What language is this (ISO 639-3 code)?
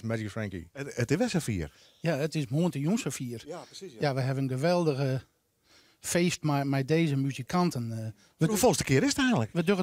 fry